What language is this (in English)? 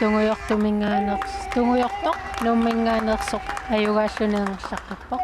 Kalaallisut